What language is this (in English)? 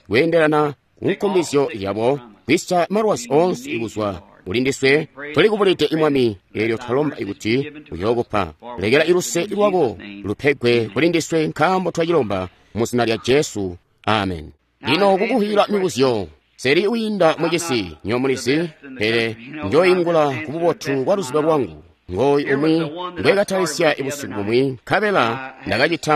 Tonga (Zambia)